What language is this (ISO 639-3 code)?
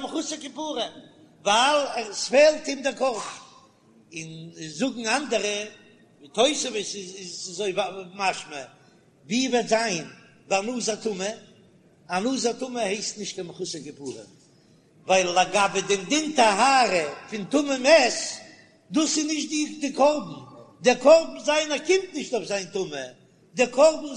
yid